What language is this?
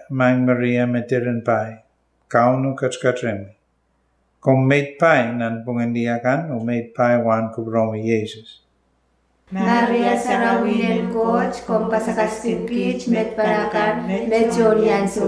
Pohnpeian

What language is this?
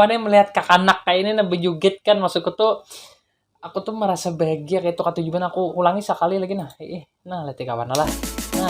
Banjar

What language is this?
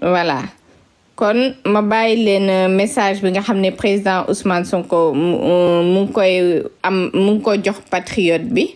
Wolof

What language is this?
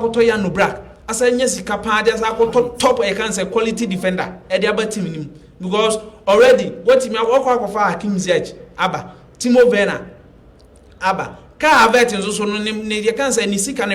Akan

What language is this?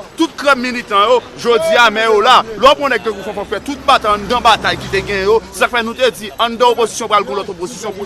Haitian Creole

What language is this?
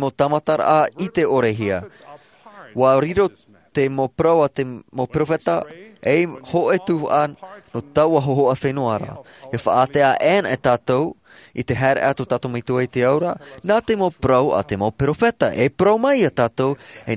Tahitian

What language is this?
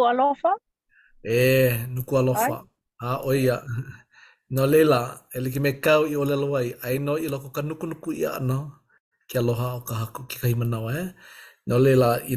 Hawaiian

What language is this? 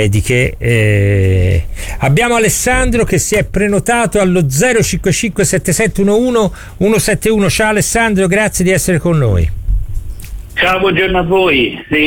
Italian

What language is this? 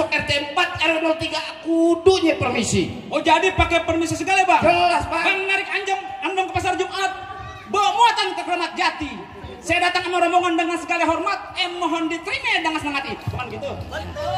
Betawi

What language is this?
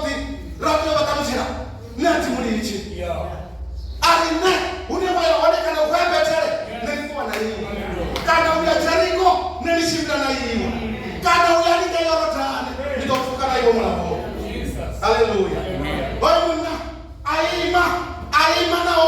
Venda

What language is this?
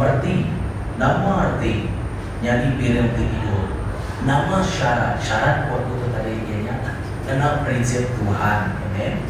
Iban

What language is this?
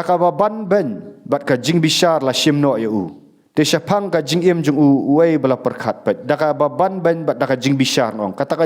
Khasi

